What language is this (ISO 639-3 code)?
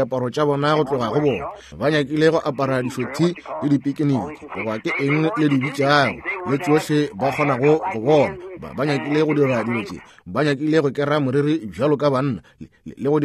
nso